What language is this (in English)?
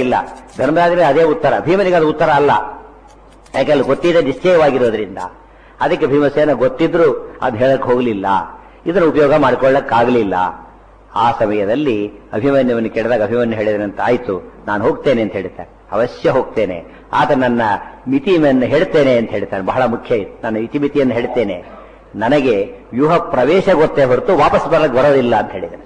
Kannada